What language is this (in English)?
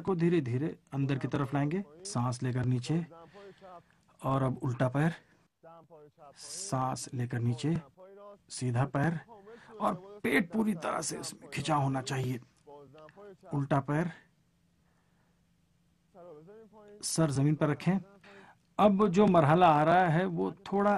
Urdu